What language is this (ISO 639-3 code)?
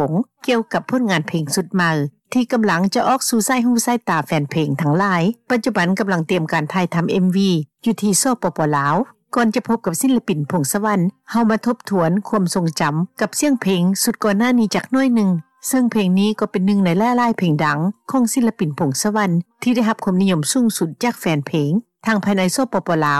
lao